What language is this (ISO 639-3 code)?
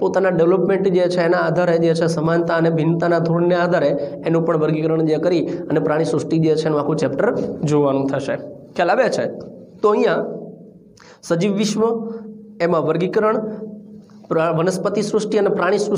guj